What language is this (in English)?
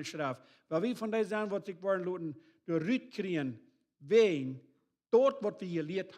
Plautdietsch